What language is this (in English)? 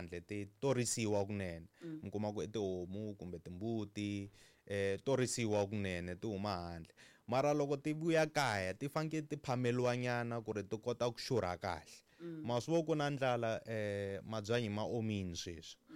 Tsonga